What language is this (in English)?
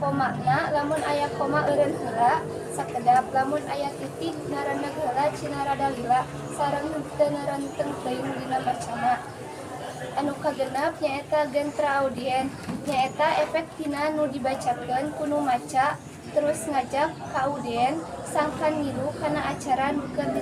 Sundanese